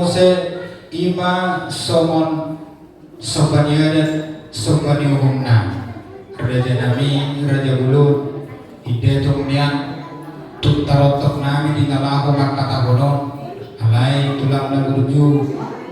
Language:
Batak Toba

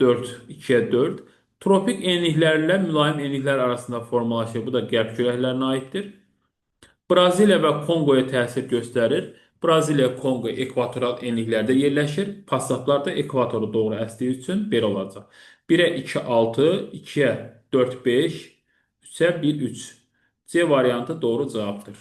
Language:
Azerbaijani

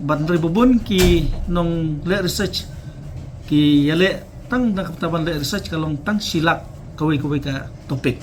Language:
Khasi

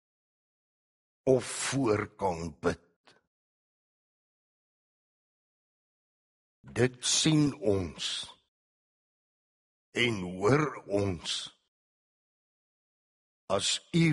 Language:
Afrikaans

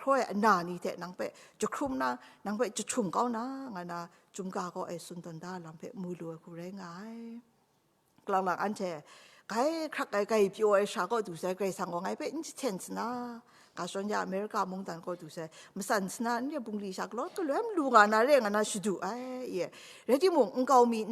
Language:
Kachin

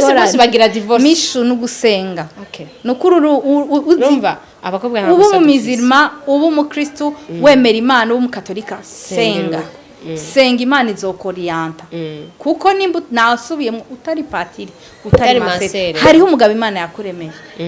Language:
Rundi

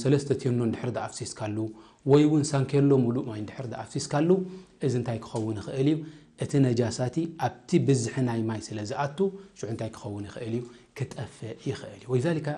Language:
Tigrinya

